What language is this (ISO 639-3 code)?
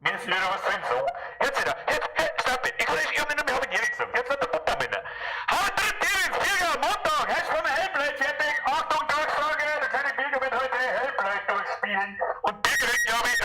bar